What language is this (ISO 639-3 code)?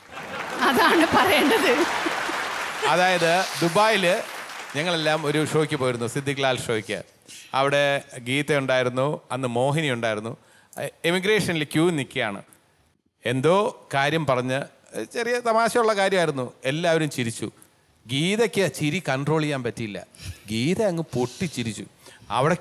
mal